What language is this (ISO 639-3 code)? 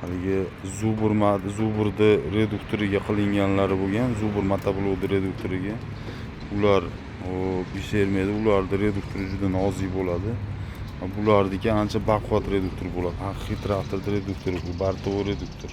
uzb